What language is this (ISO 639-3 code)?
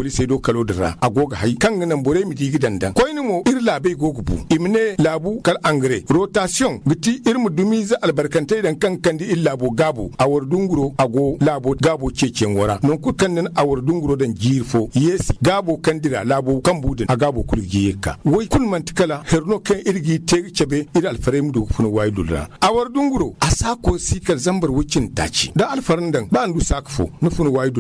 dje